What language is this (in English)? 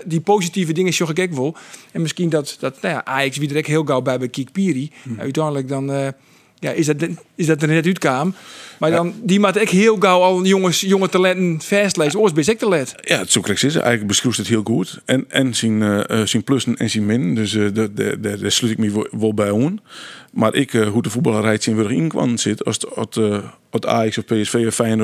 Western Frisian